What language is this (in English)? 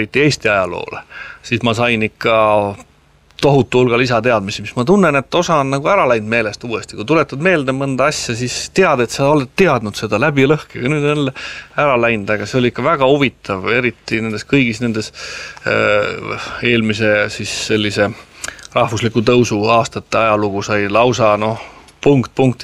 Estonian